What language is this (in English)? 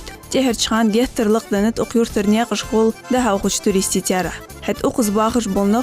Ingush